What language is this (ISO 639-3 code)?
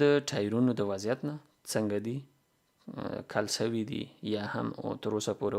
pus